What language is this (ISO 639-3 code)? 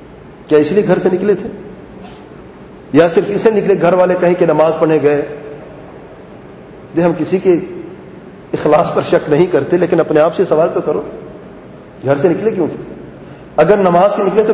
urd